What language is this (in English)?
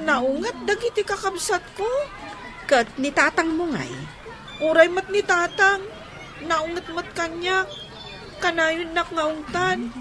Iloko